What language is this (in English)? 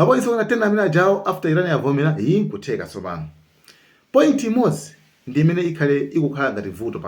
Nyanja